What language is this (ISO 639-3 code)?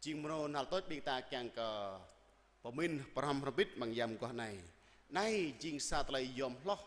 jra